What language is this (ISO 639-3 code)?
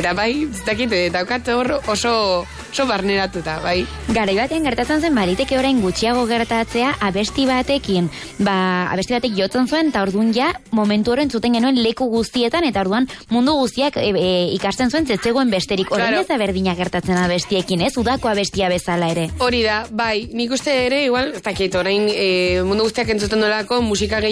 eus